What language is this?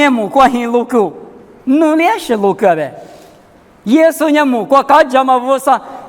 Lisu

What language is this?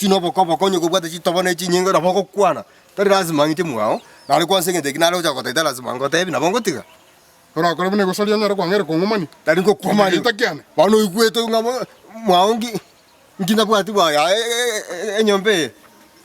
Gusii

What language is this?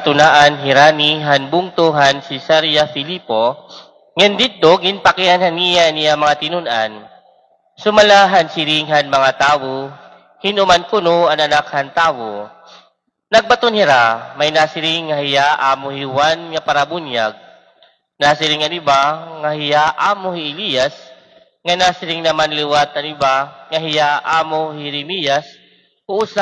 Waray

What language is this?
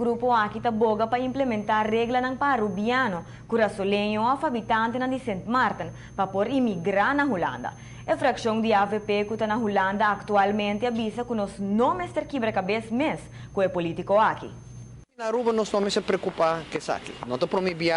Papiamento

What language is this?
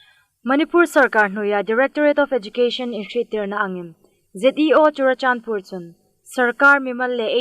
Hmar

